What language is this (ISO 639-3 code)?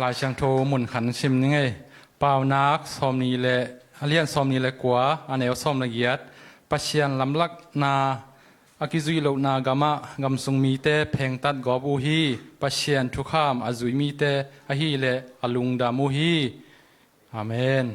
ctd